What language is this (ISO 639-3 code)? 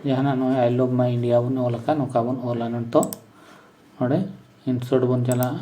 sat